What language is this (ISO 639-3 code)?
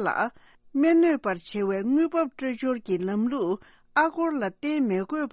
bod